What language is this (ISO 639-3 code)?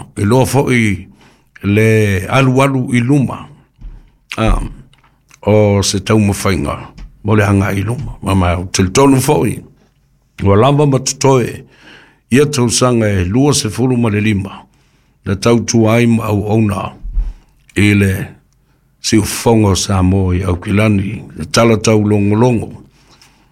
smo